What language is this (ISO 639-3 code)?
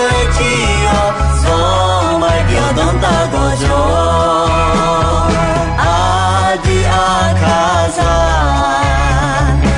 ahk